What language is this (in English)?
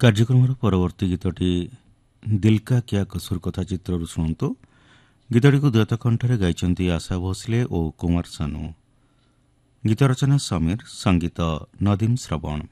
Odia